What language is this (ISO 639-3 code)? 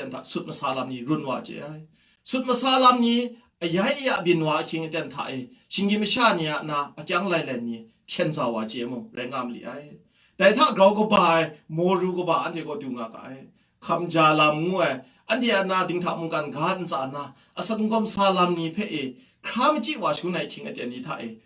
kac